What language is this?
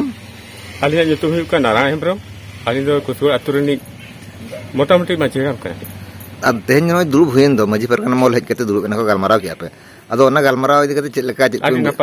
Santali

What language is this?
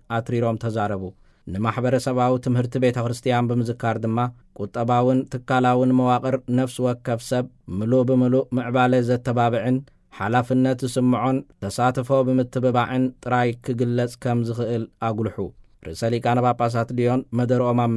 Tigrinya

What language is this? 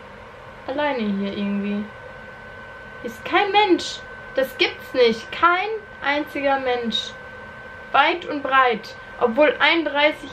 German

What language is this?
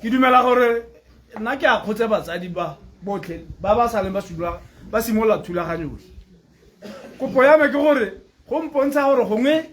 Tswana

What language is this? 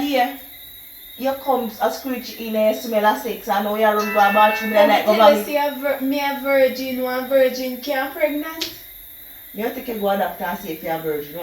Jamaican Creole English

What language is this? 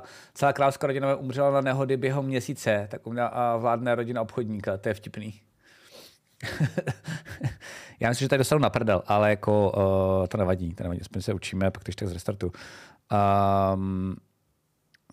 Czech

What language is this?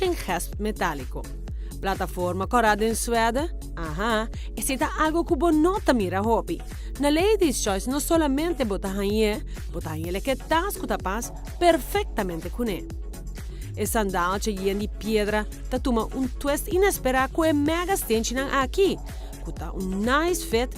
Papiamento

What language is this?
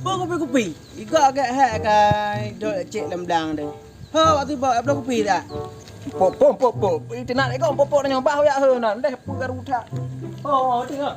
Achinese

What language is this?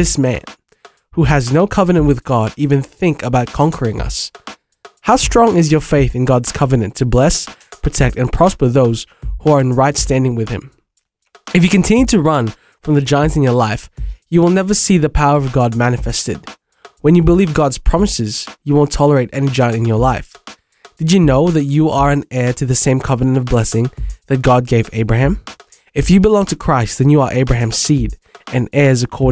English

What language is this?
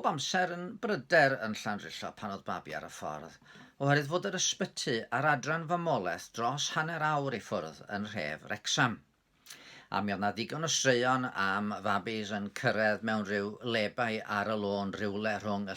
Welsh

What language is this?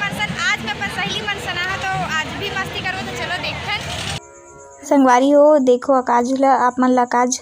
Chhattisgarhi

